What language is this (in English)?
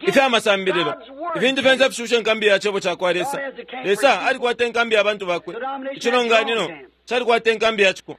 Bemba